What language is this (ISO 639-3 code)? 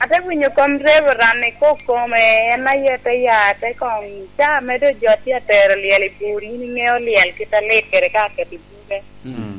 laj